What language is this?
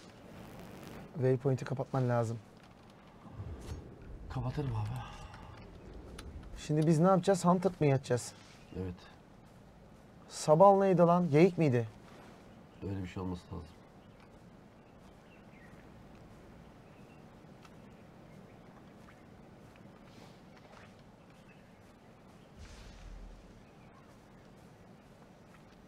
Turkish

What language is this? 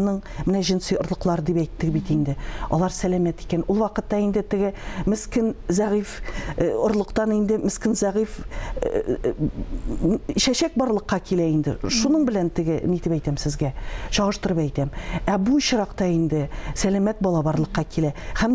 Tatar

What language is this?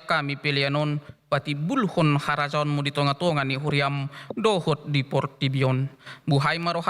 Batak Toba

